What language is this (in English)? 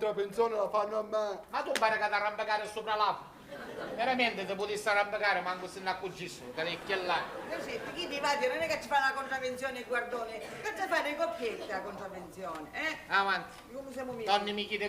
Sicilian